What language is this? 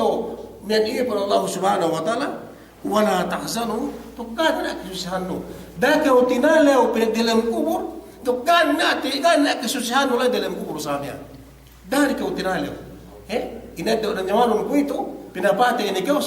Yakan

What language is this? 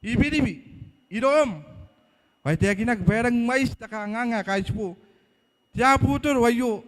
Gilbertese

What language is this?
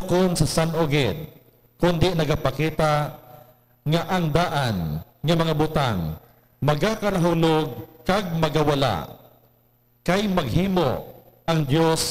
Hiligaynon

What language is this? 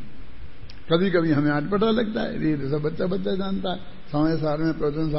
Hindi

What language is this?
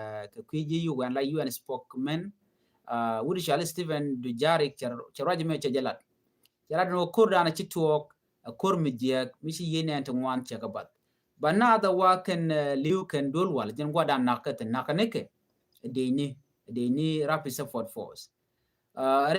Nuer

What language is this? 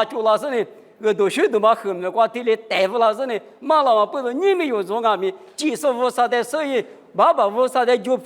Lisu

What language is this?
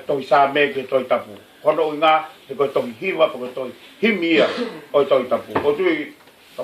Tongan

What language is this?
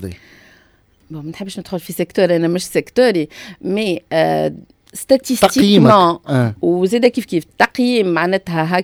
Tunisian Arabic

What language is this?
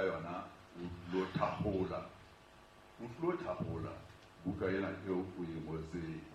Southern Sotho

